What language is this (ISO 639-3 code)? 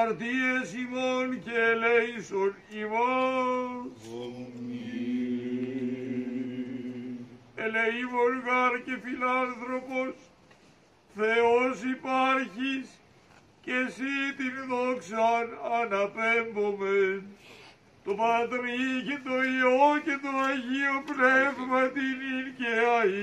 ell